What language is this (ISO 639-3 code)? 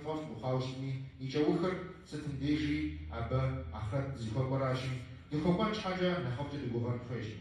kbd